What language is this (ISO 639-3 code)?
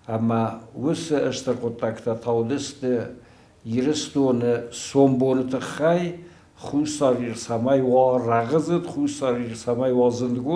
oss